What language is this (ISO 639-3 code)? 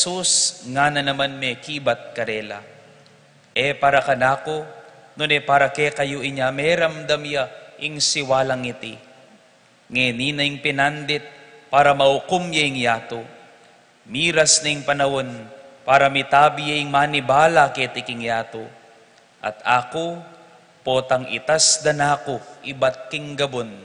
pam